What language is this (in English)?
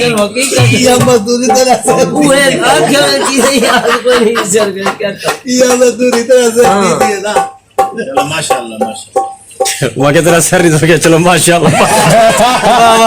Saraiki